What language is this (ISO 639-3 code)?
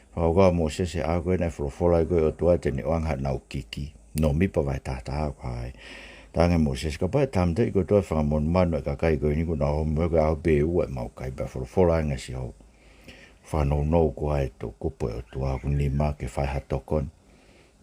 ton